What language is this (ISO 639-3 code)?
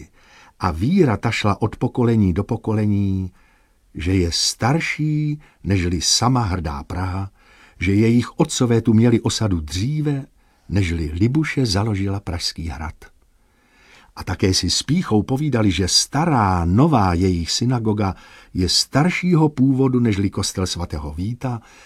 ces